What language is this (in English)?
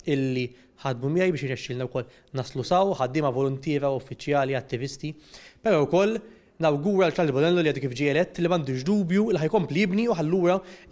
Maltese